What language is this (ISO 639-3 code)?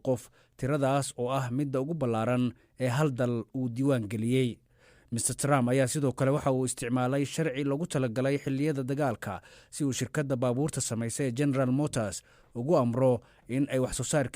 som